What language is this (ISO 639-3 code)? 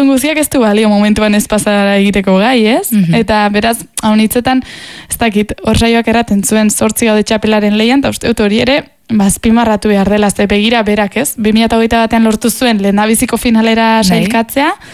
eus